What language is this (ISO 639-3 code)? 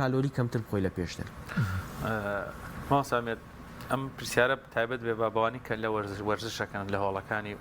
ckb